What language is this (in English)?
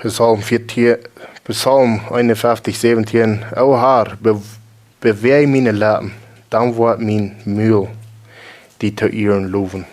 Plautdietsch